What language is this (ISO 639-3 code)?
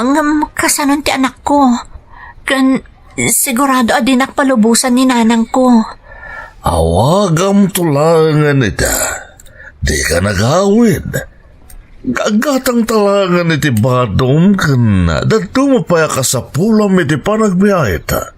ilo